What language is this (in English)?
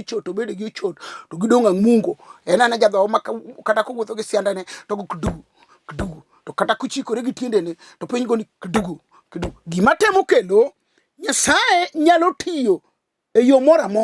Luo (Kenya and Tanzania)